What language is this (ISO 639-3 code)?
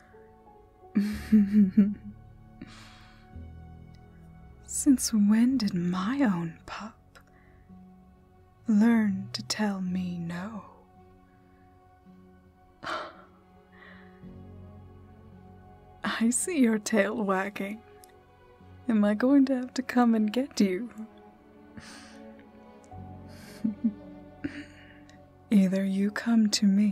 eng